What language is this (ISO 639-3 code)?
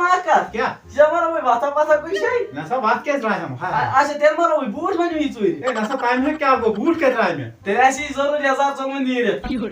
kas